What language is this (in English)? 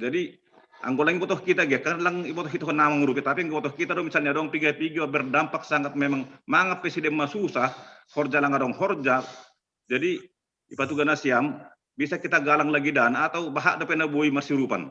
Batak Simalungun